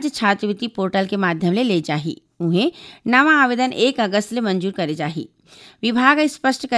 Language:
Chhattisgarhi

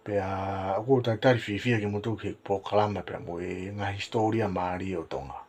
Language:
Tongan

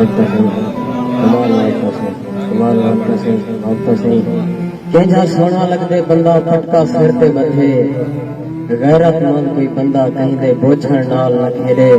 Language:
Saraiki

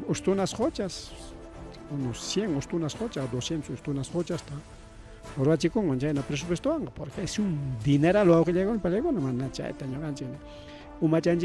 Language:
Ayacucho Quechua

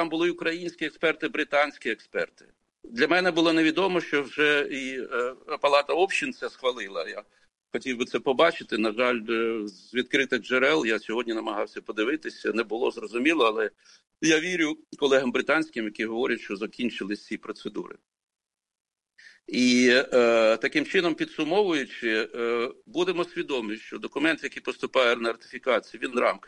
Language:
Ukrainian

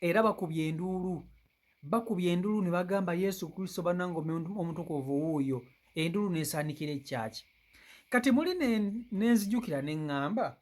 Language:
Ganda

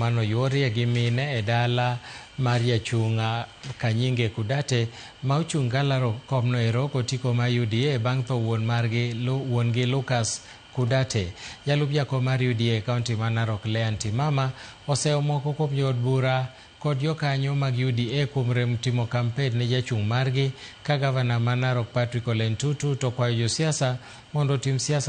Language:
Luo (Kenya and Tanzania)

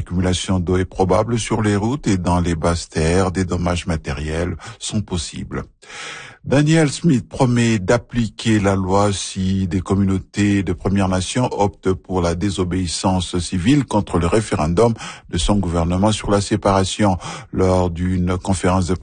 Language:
French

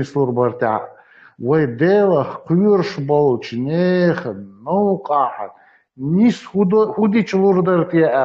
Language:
Chechen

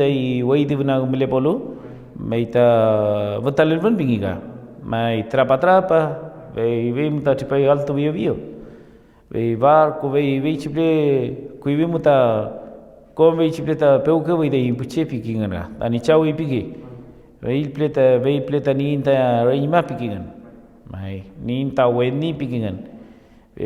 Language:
Mapuche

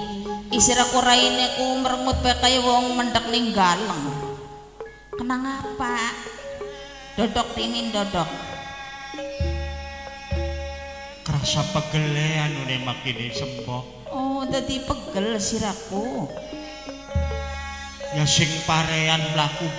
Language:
Javanese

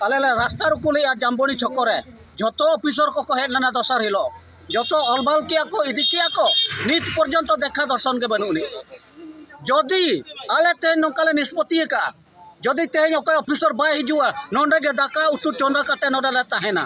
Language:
Santali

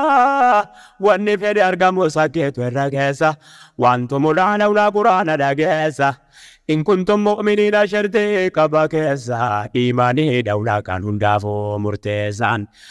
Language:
Oromo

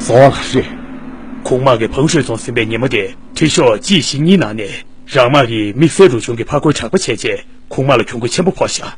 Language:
Tibetan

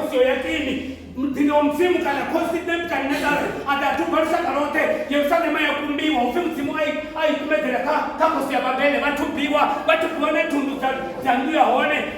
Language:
Venda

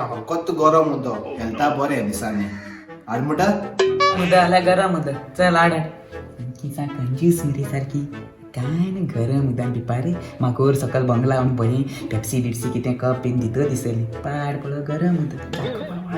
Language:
Konkani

